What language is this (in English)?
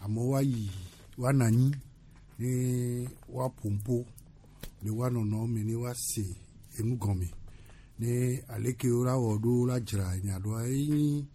Gen